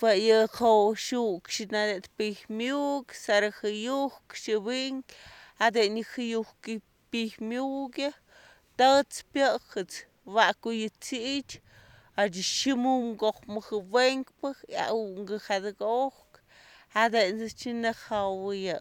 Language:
Slovenian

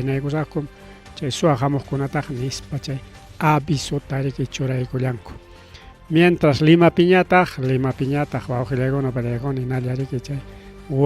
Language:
Ayacucho Quechua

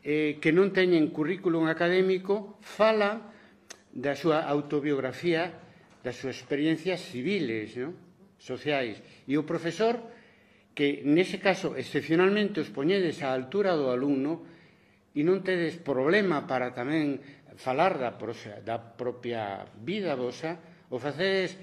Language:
Galician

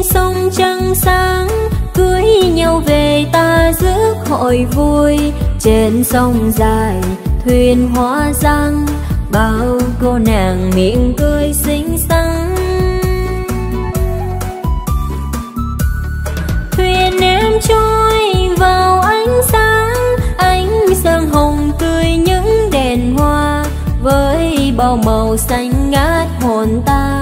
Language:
Vietnamese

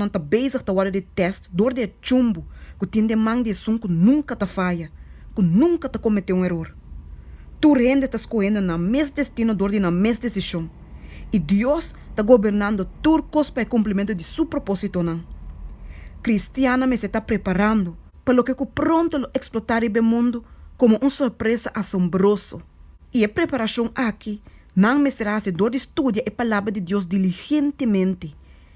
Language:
Papiamento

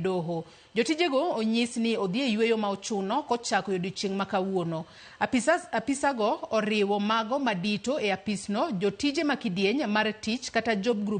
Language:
Luo (Kenya and Tanzania)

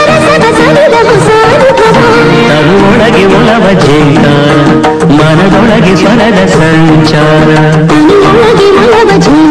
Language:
Kannada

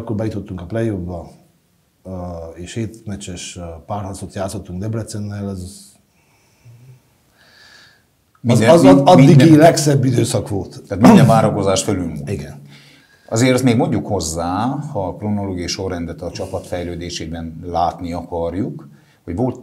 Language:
Hungarian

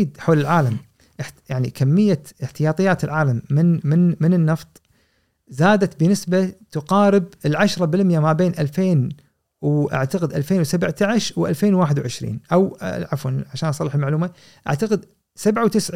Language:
Gulf Arabic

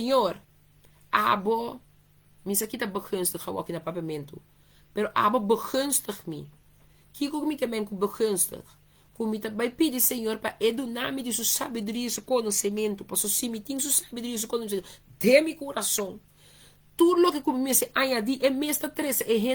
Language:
Papiamento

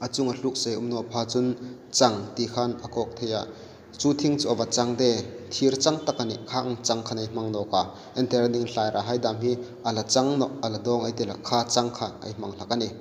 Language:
Hmar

